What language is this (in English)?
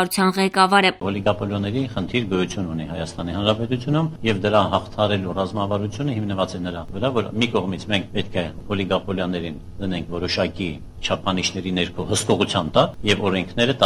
Armenian